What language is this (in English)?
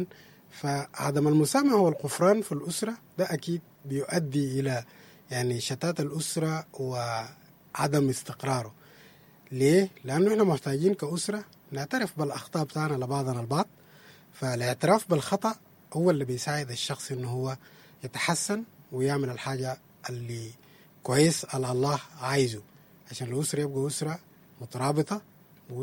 Sudanese Arabic